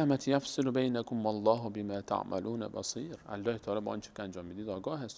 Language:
Persian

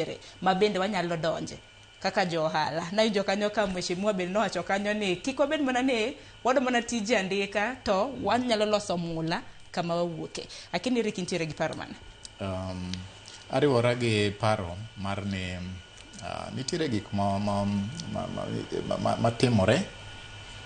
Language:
Luo (Kenya and Tanzania)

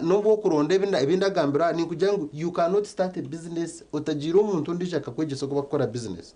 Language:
Nyankole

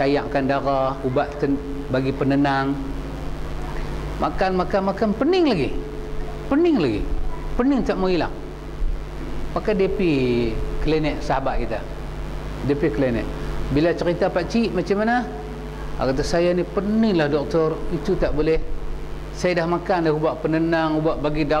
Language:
Malay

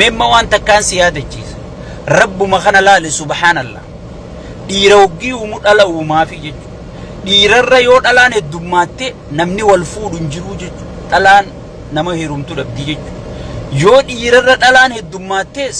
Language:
Oromo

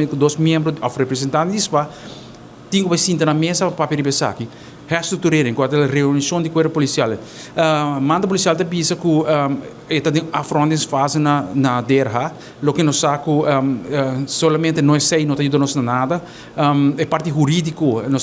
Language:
Papiamento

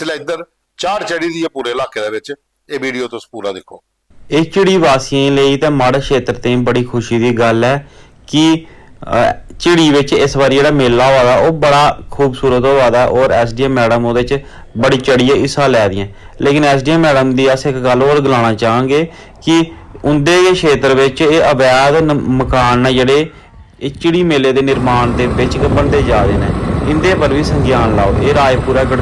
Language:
Dogri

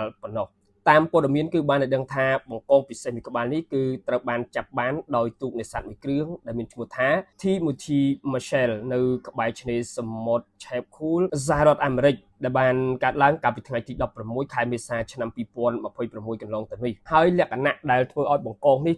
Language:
Khmer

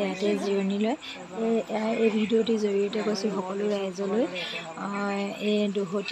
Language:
Assamese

